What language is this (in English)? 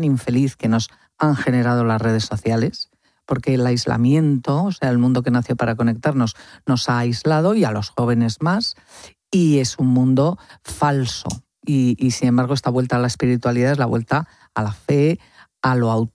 Spanish